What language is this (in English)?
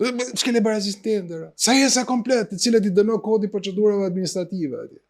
Albanian